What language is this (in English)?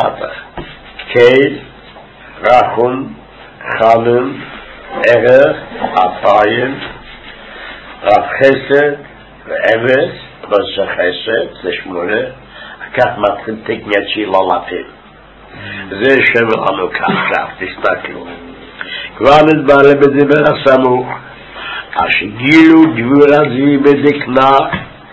Hebrew